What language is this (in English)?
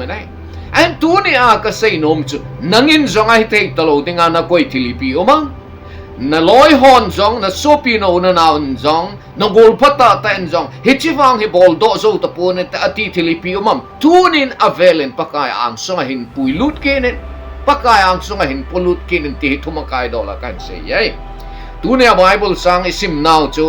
Thado Chin